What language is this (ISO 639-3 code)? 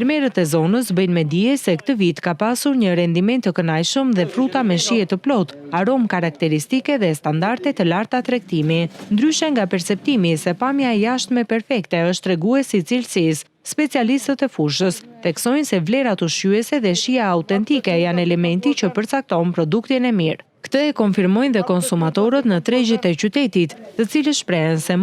sqi